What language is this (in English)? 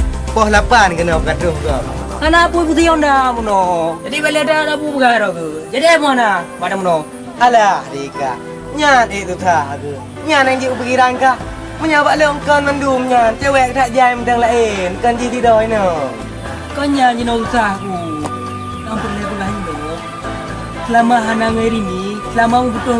Achinese